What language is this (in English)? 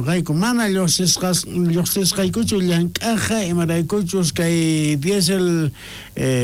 South Bolivian Quechua